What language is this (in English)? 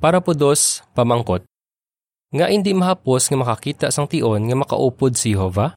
Hiligaynon